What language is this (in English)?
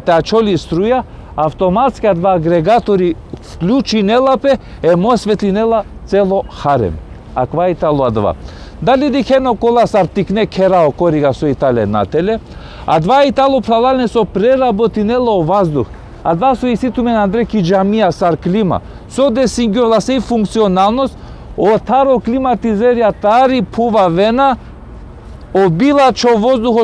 Balkan Romani